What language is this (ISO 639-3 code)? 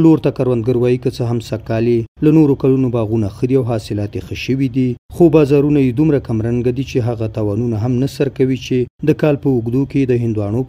pus